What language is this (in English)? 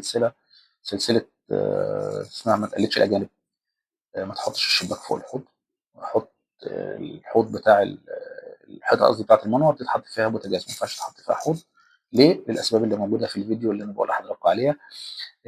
Egyptian Arabic